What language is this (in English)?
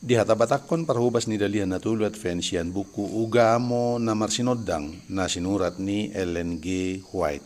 Batak Toba